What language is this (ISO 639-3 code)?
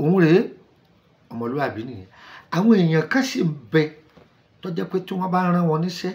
yor